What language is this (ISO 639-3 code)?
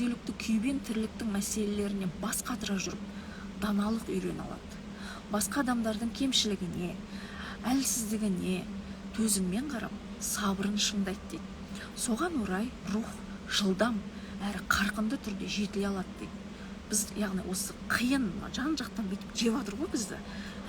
kaz